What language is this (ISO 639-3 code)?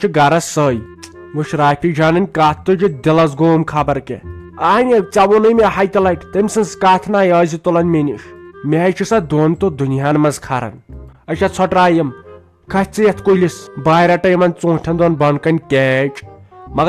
kas